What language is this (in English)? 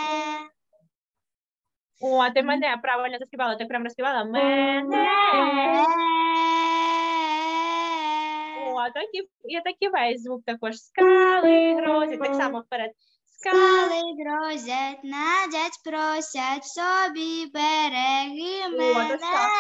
Ukrainian